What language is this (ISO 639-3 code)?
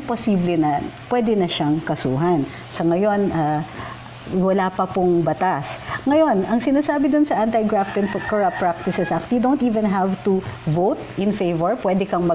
fil